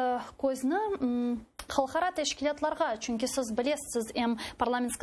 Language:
Crimean Tatar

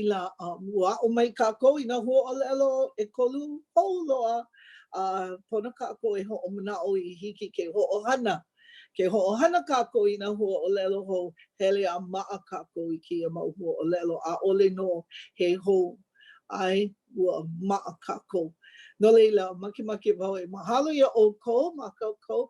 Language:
Hawaiian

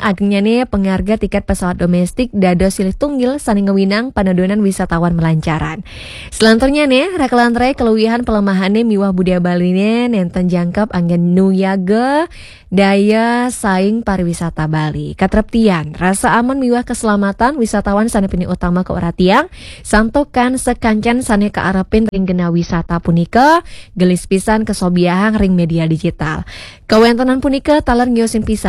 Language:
Balinese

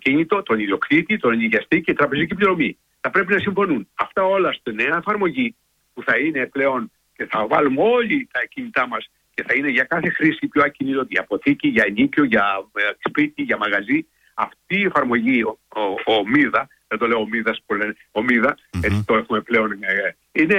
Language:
Greek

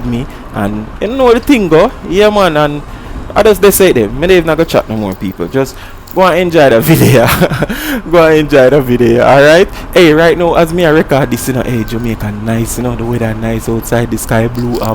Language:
Jamaican Creole English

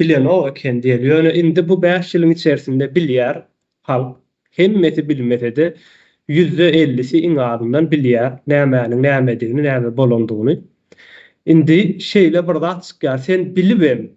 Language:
Turkmen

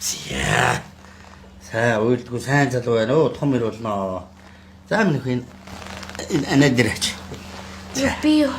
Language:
Mongolian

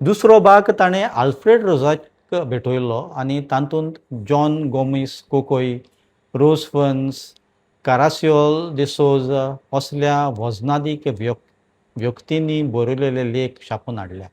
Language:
Konkani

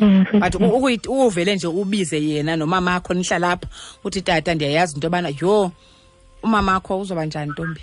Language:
Xhosa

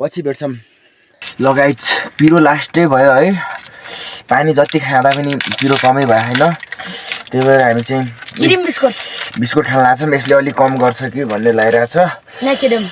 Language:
Nepali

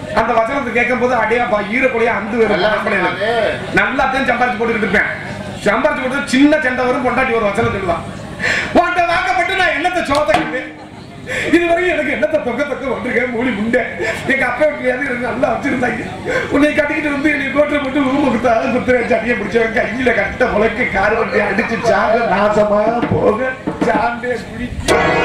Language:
Tamil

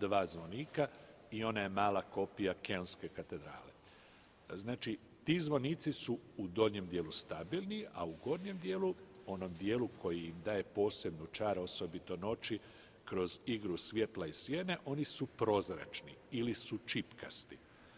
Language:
Croatian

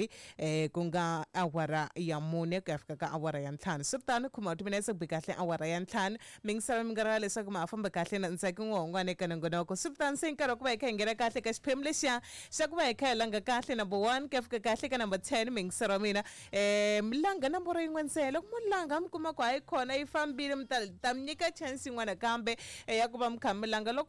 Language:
Tsonga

